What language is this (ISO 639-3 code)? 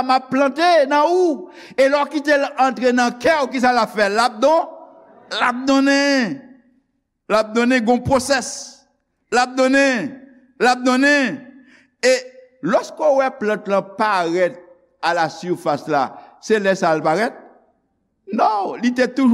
hat